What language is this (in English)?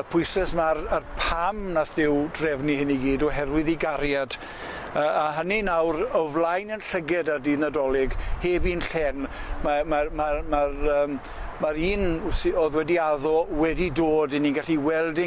Welsh